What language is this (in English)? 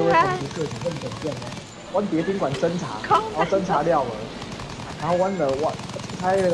Chinese